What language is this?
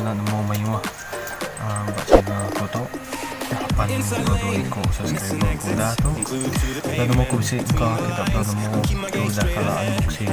Iban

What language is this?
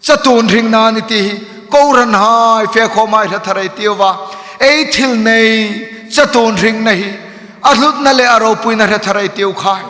Hmar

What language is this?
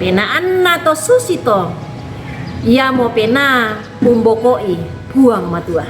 Toraja-Sa'dan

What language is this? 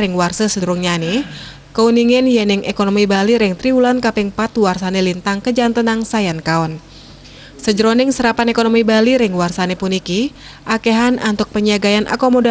Balinese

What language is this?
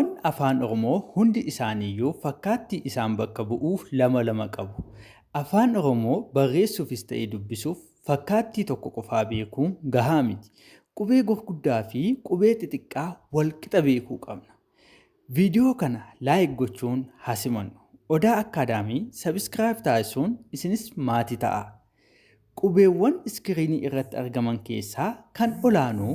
Oromo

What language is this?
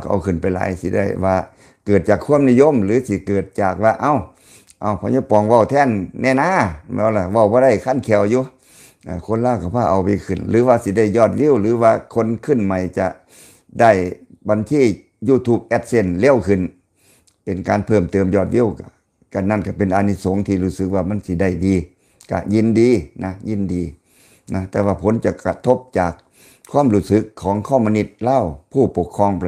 Lao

